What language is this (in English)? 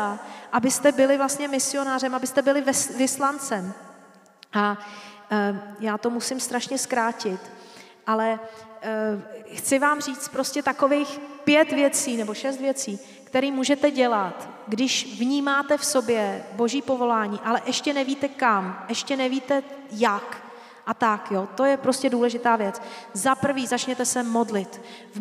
Czech